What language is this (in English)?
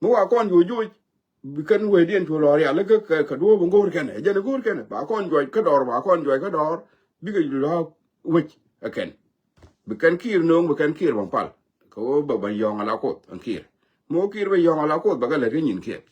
Nuer